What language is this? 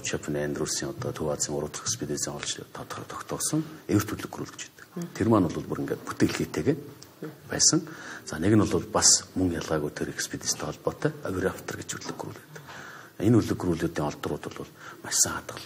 Mongolian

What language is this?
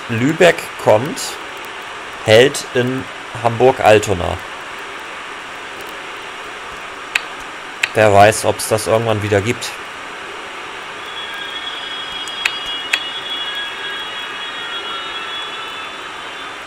German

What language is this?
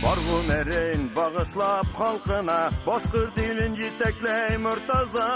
Bashkir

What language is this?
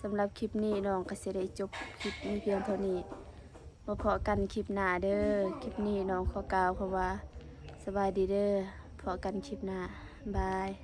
Lao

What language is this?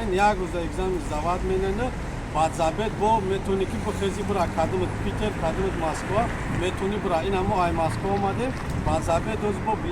Tajik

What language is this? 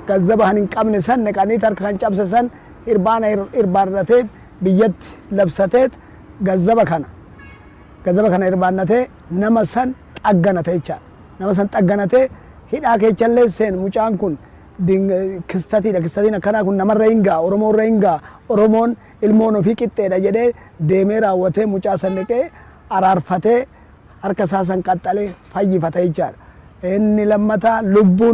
Oromo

